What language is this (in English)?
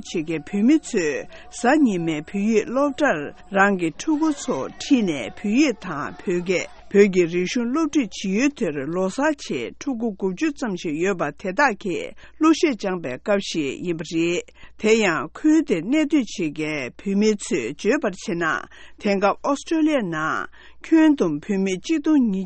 Tibetan